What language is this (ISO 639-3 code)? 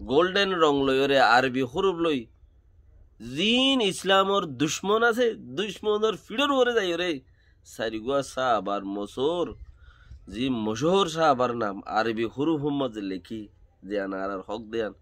rhg